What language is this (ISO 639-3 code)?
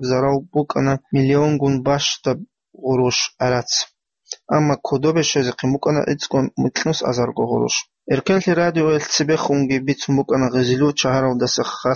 ava